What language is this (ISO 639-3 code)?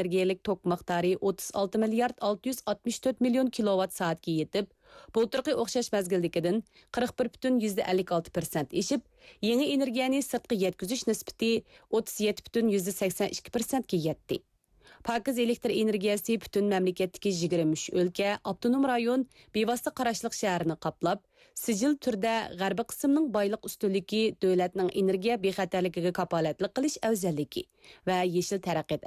uig